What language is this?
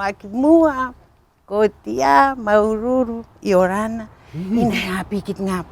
Rapanui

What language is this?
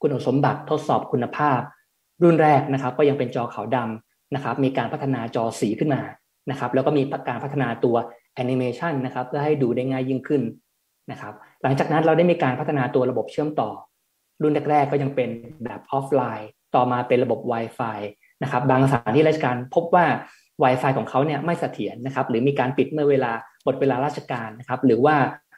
Thai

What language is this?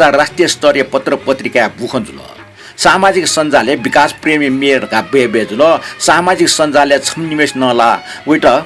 Newari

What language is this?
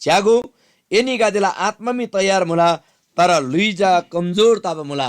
Eastern Tamang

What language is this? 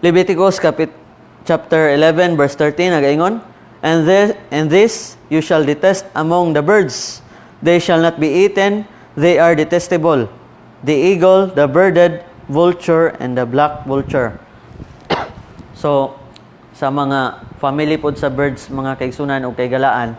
Cebuano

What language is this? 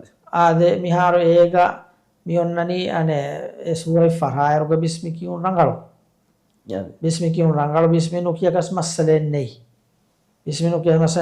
Divehi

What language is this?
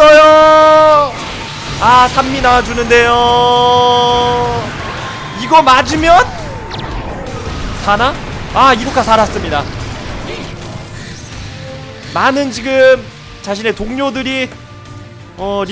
Korean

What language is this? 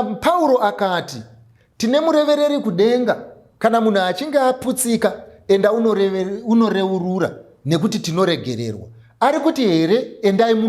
Shona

